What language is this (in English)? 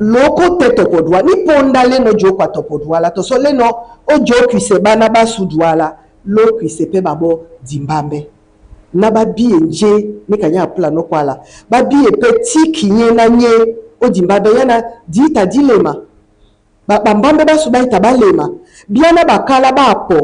Duala